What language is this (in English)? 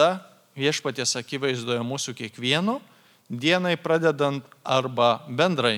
Lithuanian